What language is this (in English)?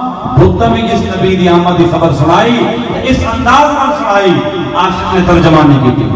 Urdu